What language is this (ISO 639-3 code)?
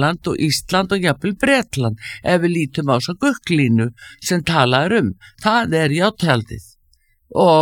isl